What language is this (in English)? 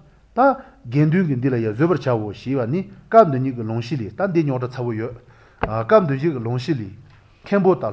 Malagasy